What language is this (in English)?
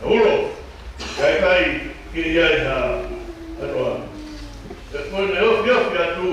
Tongan